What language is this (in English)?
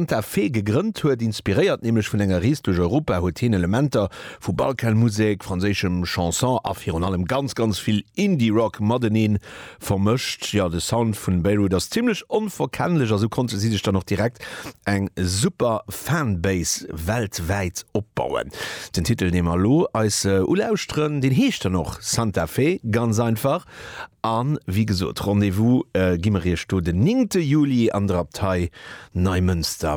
Luxembourgish